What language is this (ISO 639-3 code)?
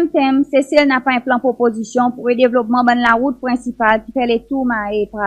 crs